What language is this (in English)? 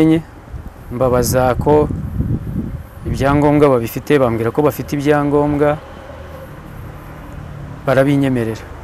Kinyarwanda